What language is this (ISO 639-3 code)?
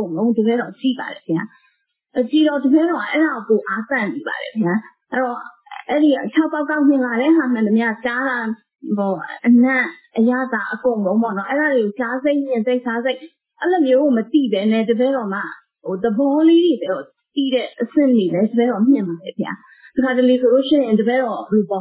mya